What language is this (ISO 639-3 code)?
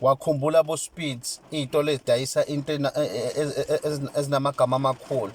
zul